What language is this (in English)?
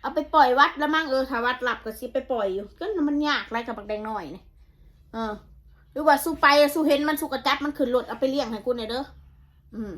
Northeastern Thai